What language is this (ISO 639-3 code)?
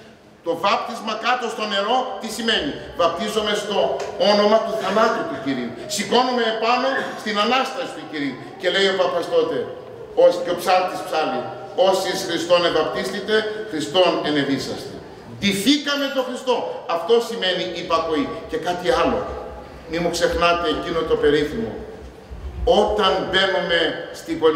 ell